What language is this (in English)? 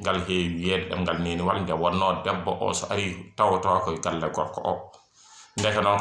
Fula